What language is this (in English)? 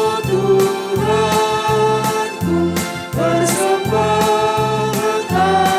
Batak Karo